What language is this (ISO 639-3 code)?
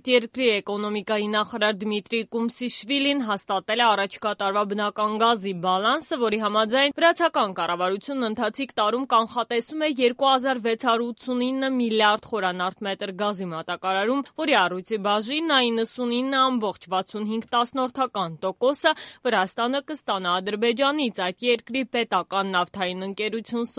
hye